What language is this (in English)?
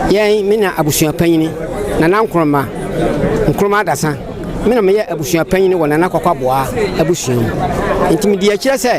Akan